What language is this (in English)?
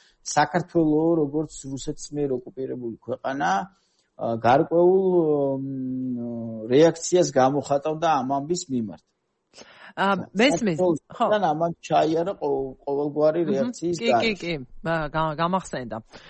Georgian